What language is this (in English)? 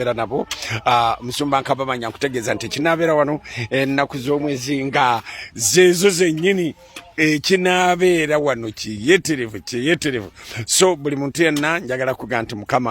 Ganda